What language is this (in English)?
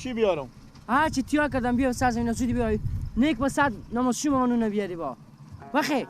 Persian